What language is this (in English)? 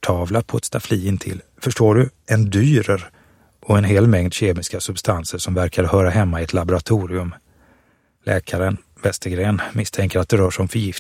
Swedish